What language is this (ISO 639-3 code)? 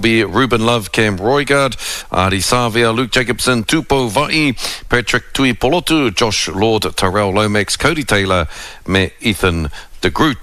mri